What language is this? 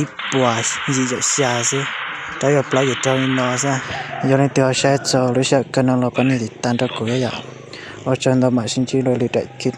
Hmong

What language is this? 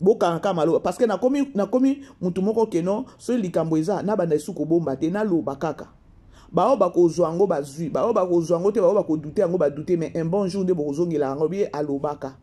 Lingala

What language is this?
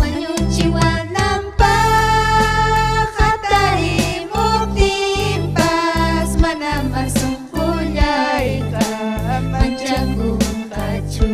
Ayacucho Quechua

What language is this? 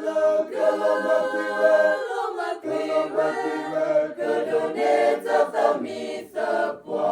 S'gaw Karen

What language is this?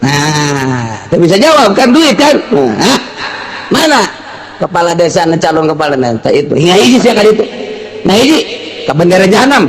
Sundanese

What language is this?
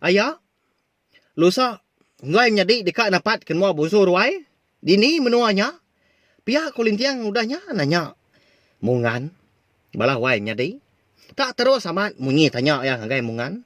Iban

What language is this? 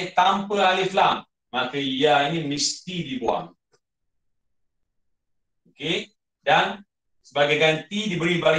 Malay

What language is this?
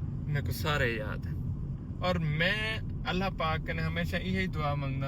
Saraiki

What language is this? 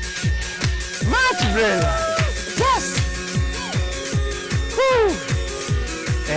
Kinyarwanda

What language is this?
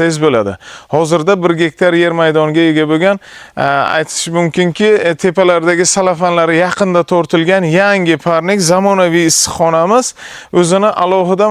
Uzbek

